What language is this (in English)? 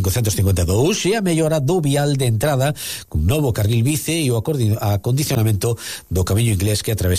Galician